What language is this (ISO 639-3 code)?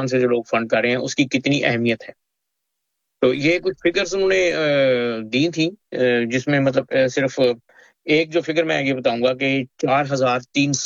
urd